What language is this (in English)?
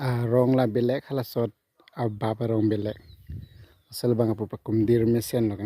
Karbi